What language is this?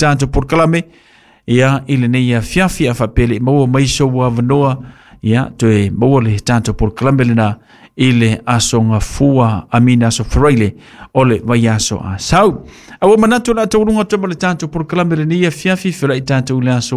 Samoan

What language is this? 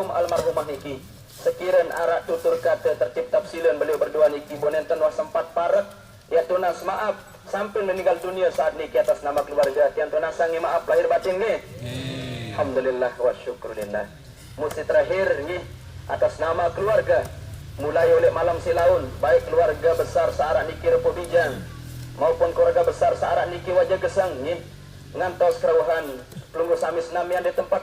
Sasak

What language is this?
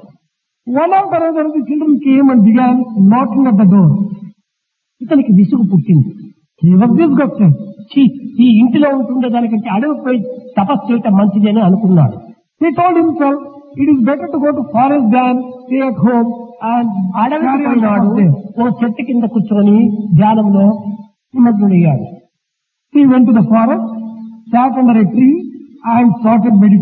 Telugu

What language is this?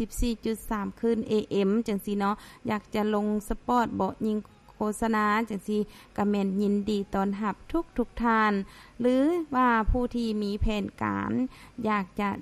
Lao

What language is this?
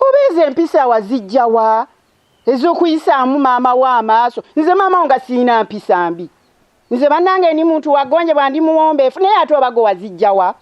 Ganda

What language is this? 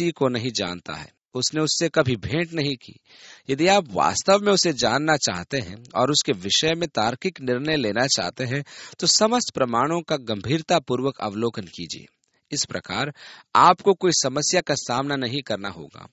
Hindi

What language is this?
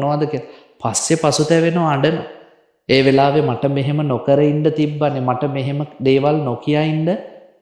Sinhala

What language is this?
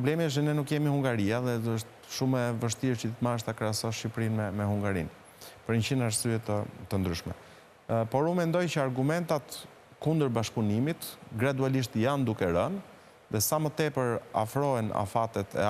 Albanian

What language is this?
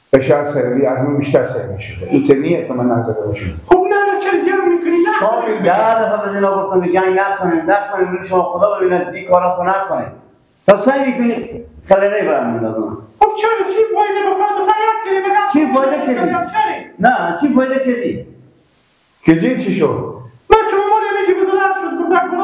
Persian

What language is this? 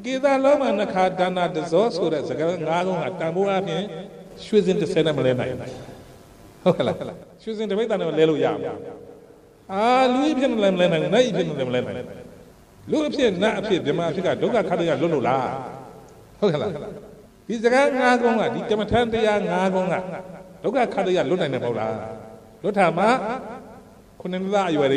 Burmese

